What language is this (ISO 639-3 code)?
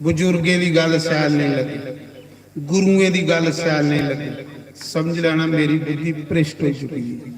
doi